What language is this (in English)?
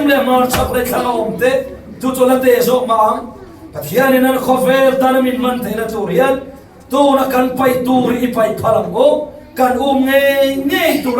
Falam Chin